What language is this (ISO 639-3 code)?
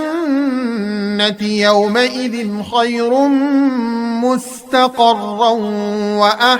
nya